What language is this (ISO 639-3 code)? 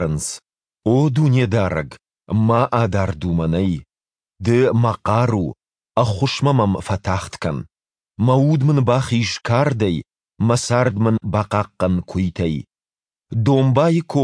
oss